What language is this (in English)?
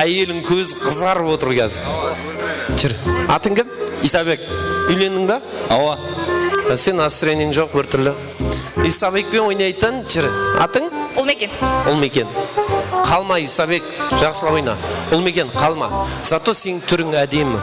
Kara-Kalpak